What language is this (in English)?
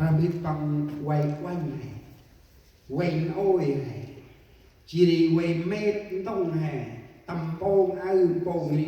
Central Mnong